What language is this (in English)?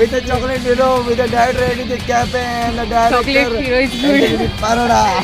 Konkani